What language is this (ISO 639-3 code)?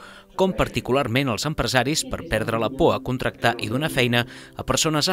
cat